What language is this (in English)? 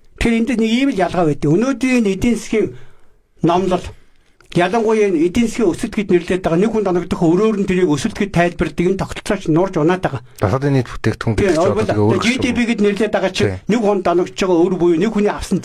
Mongolian